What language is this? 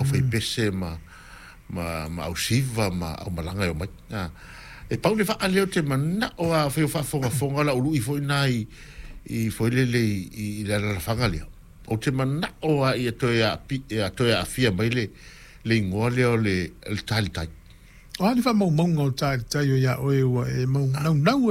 Samoan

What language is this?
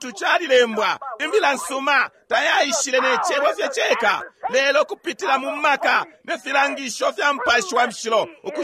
Bemba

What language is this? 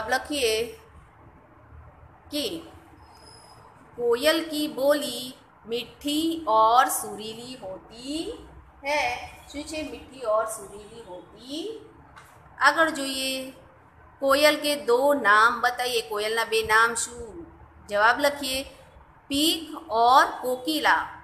Gujarati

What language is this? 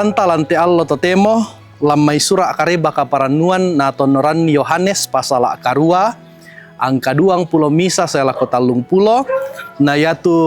Toraja-Sa'dan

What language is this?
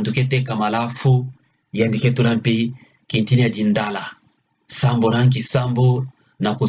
Kituba (Democratic Republic of Congo)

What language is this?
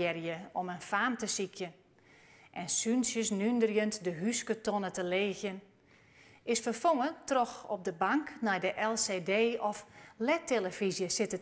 Western Frisian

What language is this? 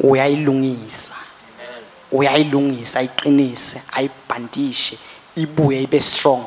Swati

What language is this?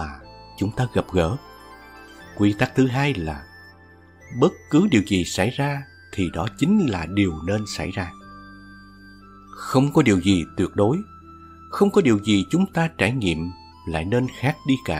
Vietnamese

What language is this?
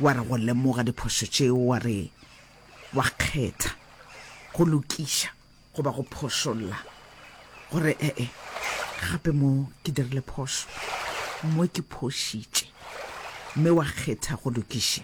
Northern Sotho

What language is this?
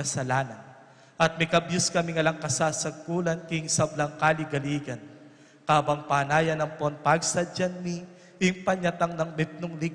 Pampanga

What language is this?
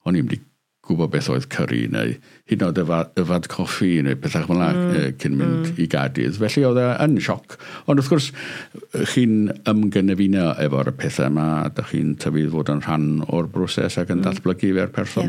Welsh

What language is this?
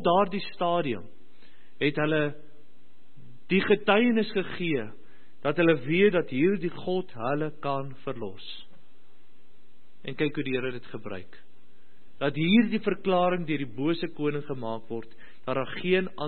Afrikaans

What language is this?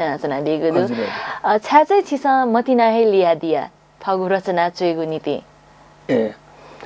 Newari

